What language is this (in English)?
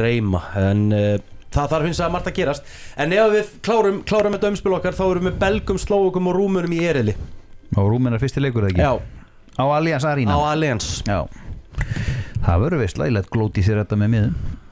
Icelandic